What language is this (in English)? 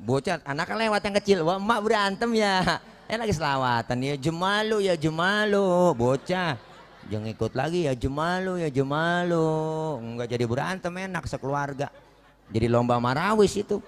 Betawi